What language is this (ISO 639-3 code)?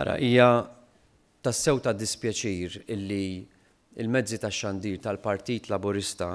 mlt